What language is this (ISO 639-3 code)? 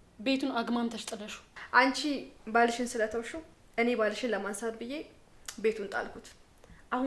amh